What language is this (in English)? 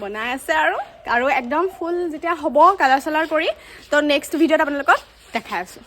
Assamese